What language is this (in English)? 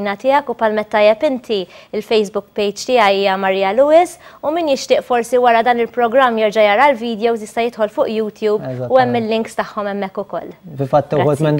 Maltese